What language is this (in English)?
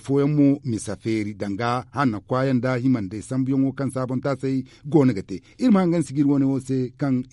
Zarma